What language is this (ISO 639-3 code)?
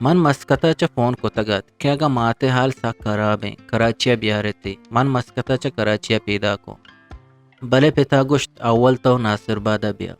bgp